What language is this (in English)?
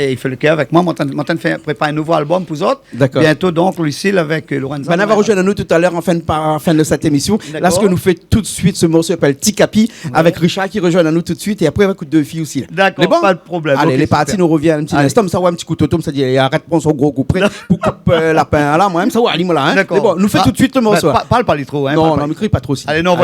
Réunion Creole French